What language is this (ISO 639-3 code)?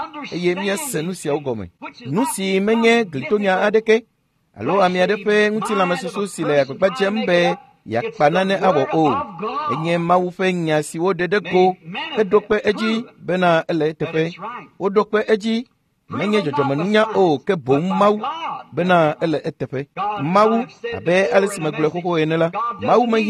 ewe